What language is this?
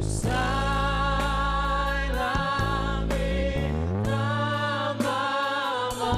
Batak Simalungun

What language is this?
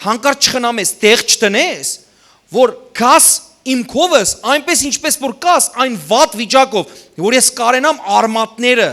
Western Armenian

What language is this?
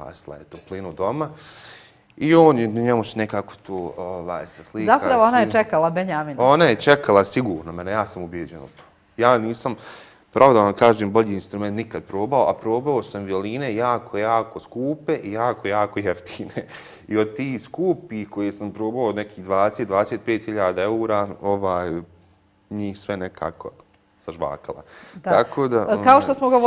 Bosnian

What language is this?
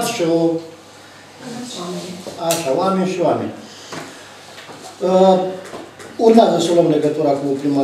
Romanian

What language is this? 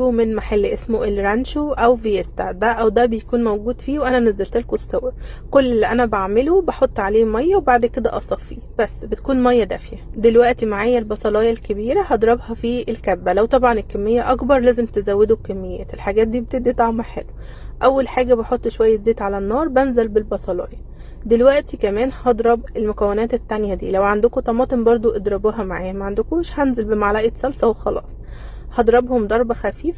Egyptian Arabic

